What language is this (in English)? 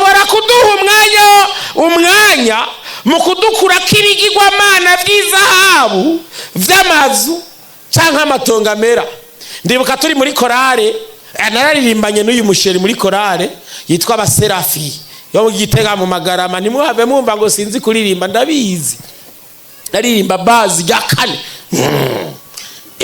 Rundi